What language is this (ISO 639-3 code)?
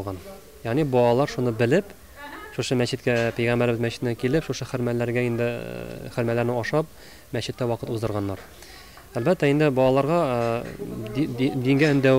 tat